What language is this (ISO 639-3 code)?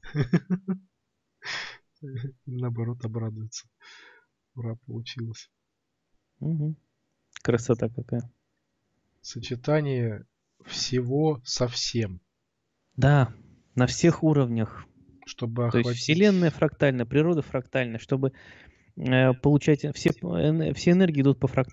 rus